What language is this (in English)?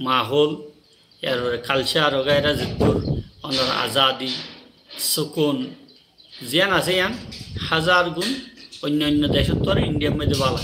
Rohingya